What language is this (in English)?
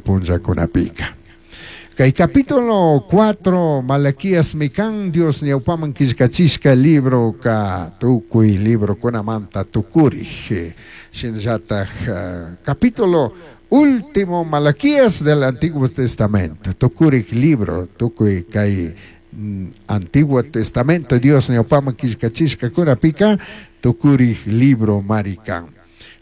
Chimborazo Highland Quichua